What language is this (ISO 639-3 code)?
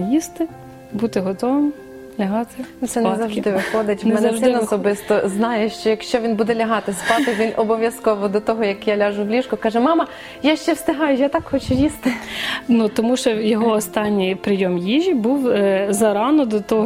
ukr